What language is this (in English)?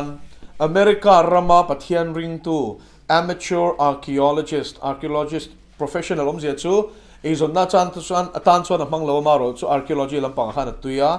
Mizo